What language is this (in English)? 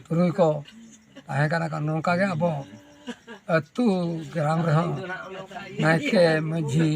Santali